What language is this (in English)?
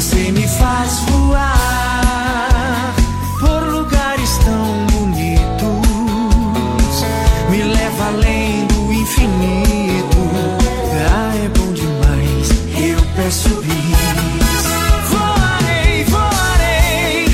Portuguese